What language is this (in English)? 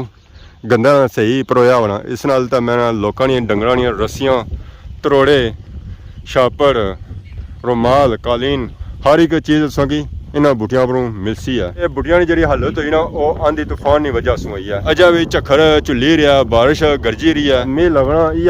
Pahari-Potwari